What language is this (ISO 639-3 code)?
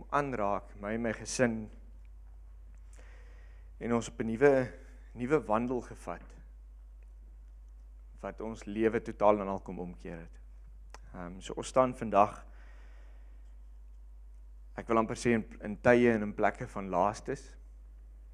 afr